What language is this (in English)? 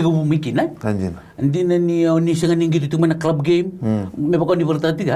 Fijian